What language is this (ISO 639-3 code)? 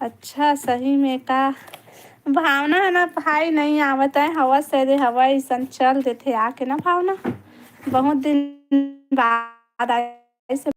hne